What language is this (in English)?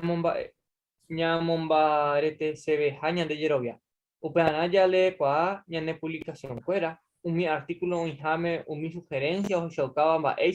Guarani